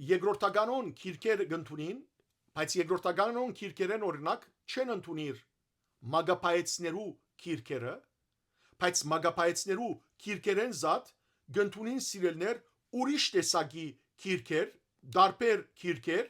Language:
Western Armenian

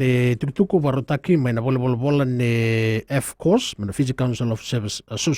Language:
Fijian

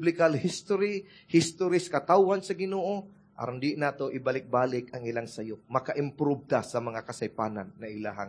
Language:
Cebuano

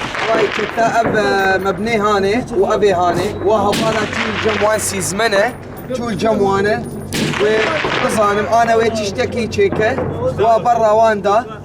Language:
Kurdish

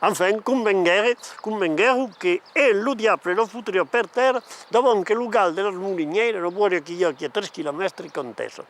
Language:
Occitan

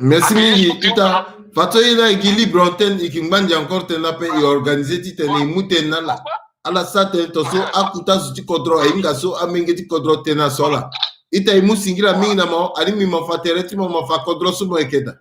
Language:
Sango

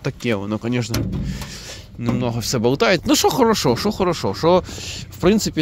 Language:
Ukrainian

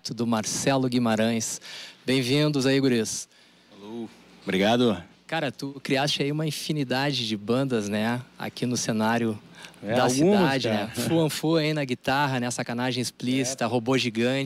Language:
Portuguese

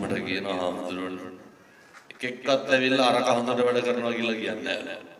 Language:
Sinhala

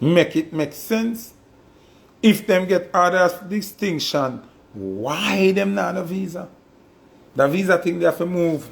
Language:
Jamaican Creole English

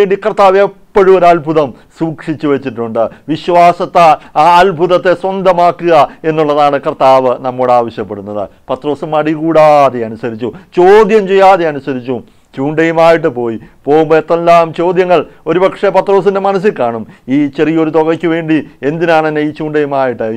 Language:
Malayalam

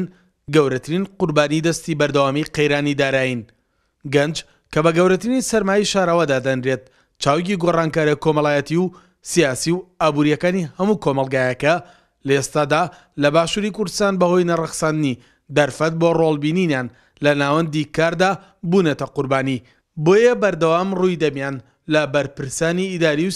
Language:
Central Kurdish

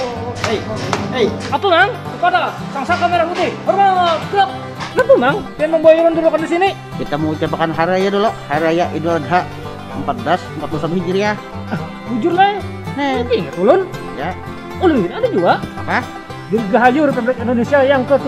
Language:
Banjar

